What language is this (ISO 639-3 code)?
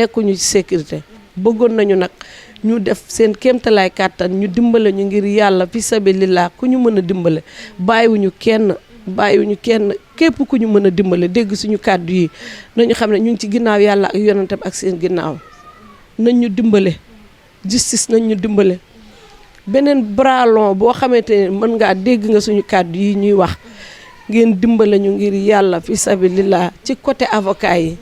wol